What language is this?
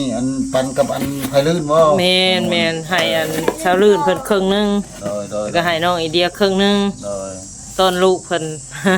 Northeastern Thai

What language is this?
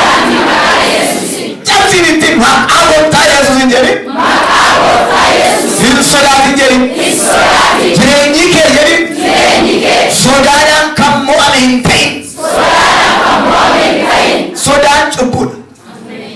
Oromo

